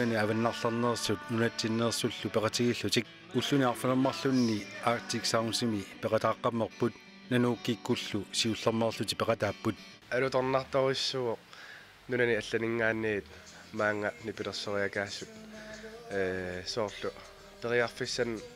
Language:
Kalaallisut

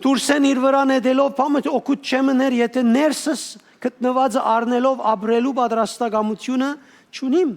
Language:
Western Armenian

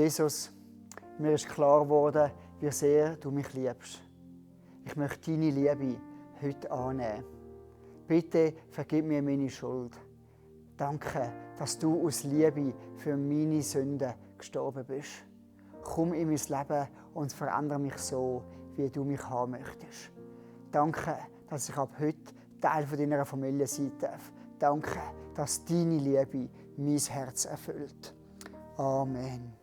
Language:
Swiss German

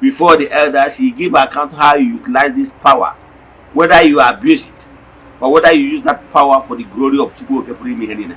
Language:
Igbo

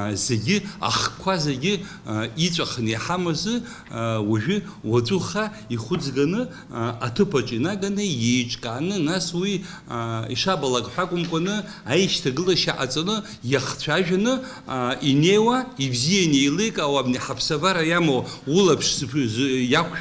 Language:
Abkhazian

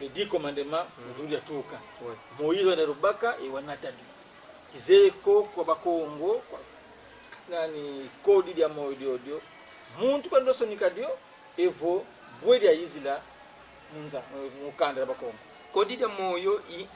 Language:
Kongo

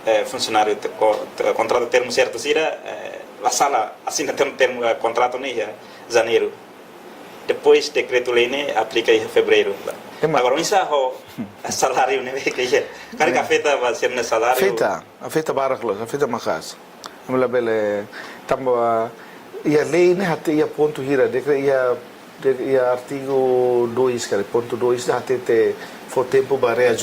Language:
Tetum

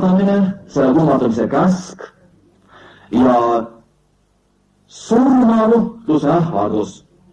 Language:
Estonian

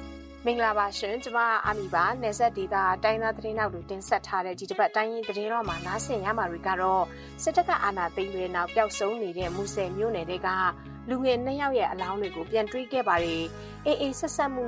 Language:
Burmese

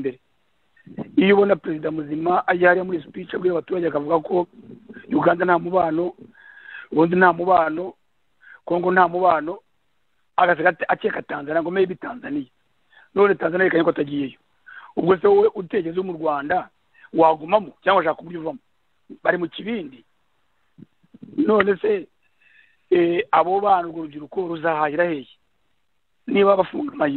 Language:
Kinyarwanda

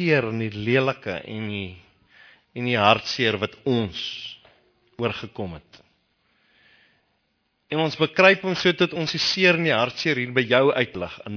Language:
Afrikaans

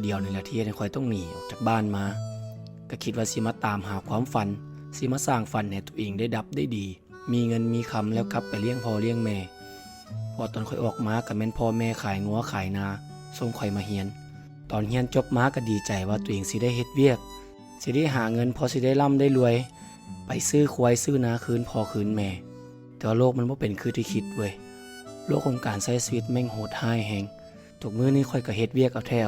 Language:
Lao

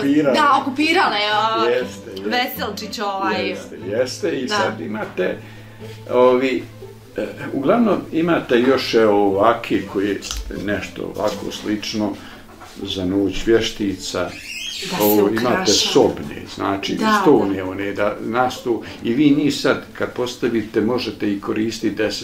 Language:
Bosnian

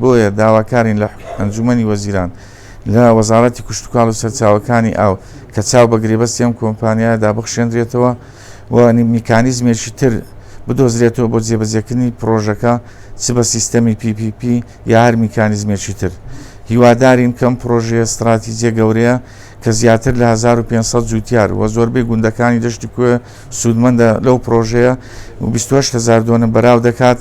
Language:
Central Kurdish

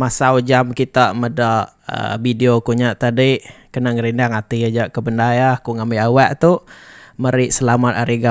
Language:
Iban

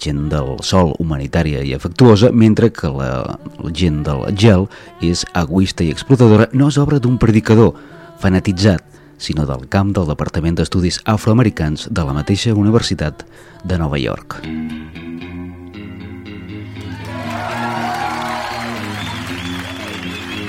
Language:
Catalan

